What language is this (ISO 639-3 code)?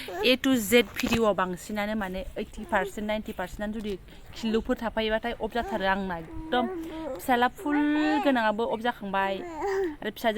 brx